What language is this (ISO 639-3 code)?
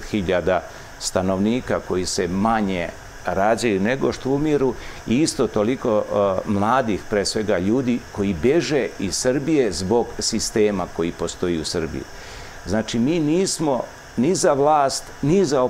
srp